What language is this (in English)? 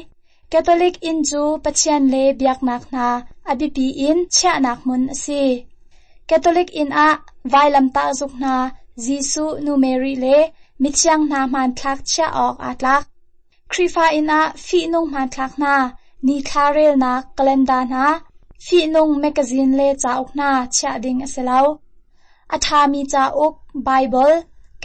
Hakha Chin